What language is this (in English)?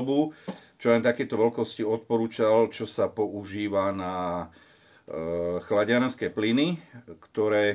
Slovak